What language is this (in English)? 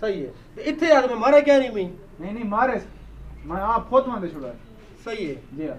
Saraiki